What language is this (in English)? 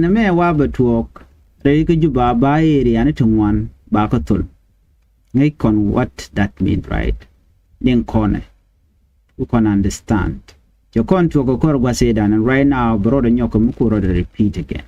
Nuer